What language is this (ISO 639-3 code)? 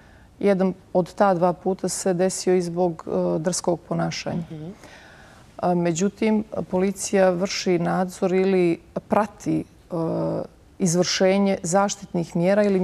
bos